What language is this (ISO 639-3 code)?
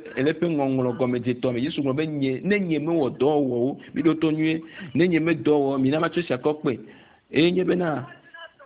ewe